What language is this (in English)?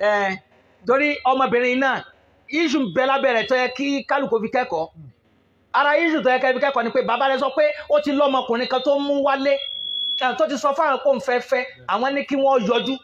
Yoruba